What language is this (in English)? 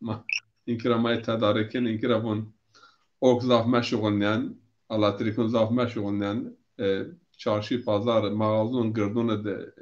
Zaza